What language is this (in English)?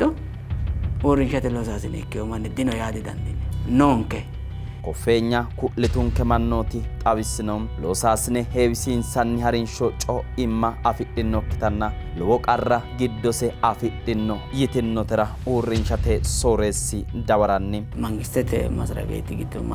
Sidamo